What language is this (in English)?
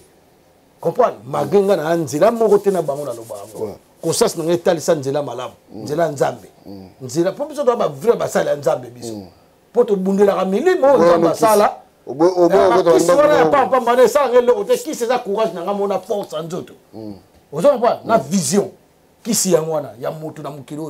Lingala